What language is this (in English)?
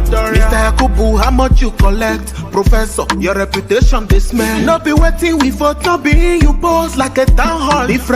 Nigerian Pidgin